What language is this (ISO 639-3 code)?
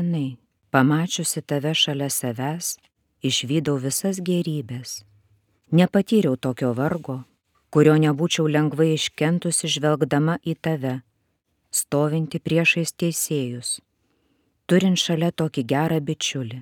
lit